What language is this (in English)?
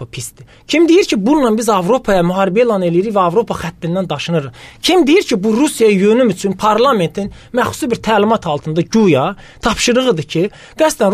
Azerbaijani